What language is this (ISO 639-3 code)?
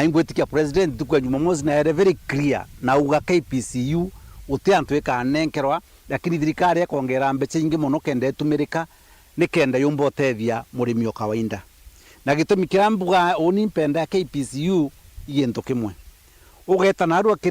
mer